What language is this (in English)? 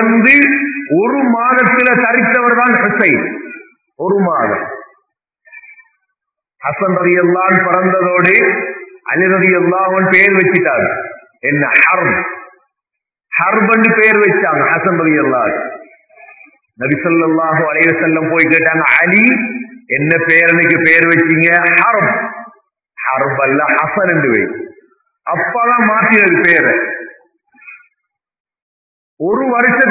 Tamil